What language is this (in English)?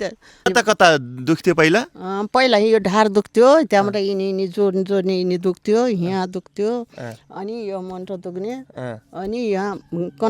Nepali